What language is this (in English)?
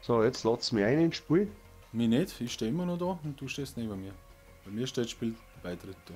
Bavarian